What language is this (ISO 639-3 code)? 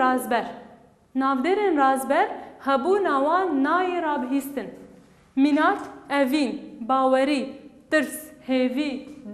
kur